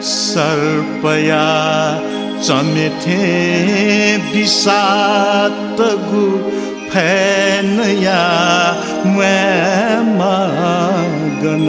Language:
Newari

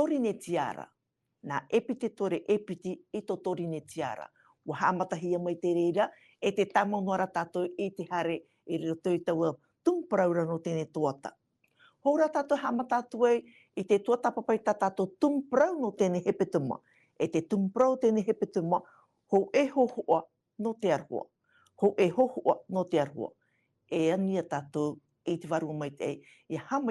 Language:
Tahitian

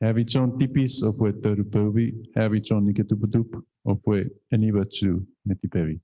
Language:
Chuukese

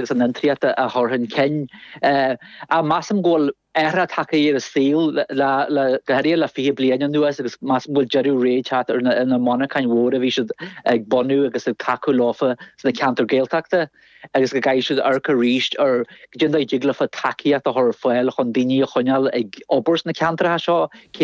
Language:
Irish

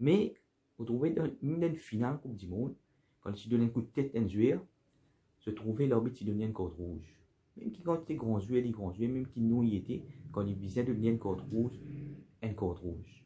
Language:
Morisyen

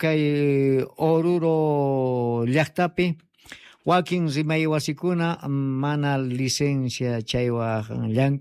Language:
Quechua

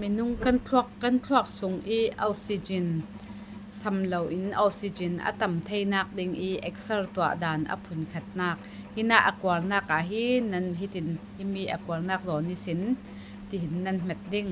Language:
Falam Chin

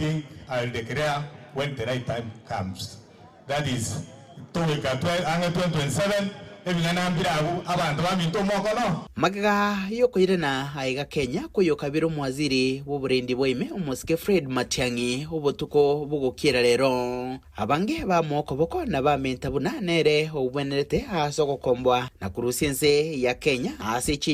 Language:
Gusii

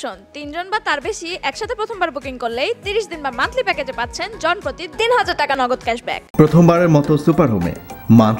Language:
Bangla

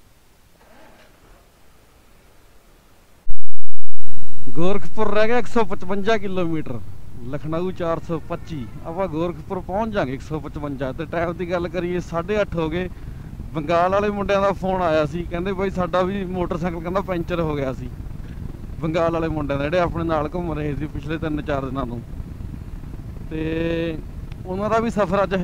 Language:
Punjabi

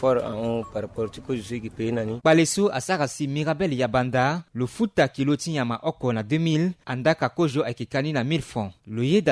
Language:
Sango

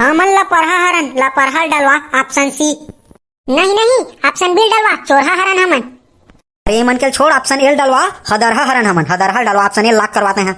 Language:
Chhattisgarhi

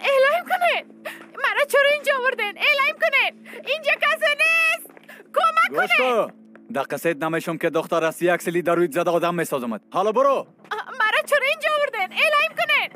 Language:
Persian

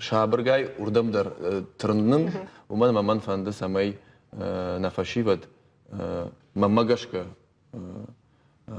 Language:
Ossetic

